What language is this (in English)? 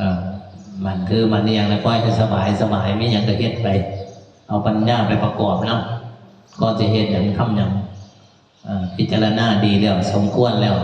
Northeastern Thai